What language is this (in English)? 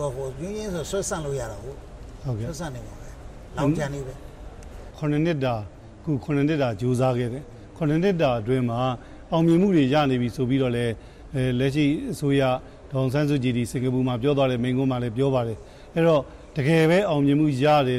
Burmese